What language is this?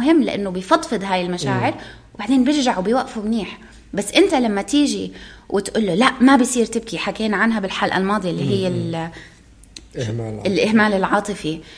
North Levantine Arabic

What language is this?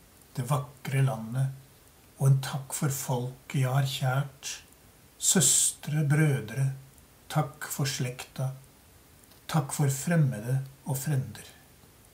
Norwegian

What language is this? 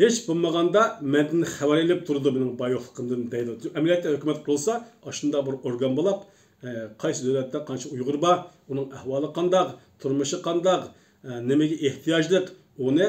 Uyghur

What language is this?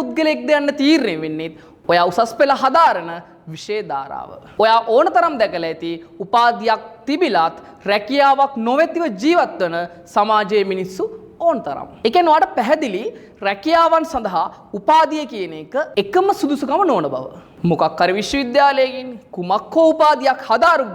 Sinhala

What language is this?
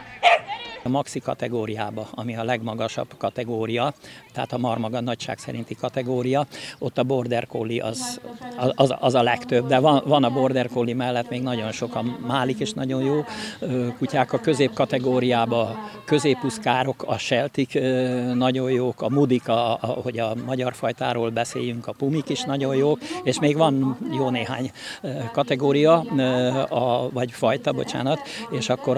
Hungarian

